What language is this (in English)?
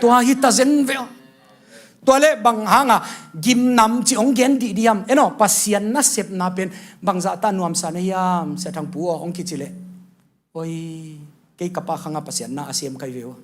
Tedim Chin